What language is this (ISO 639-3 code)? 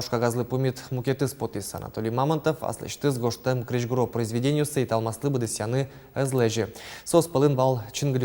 udm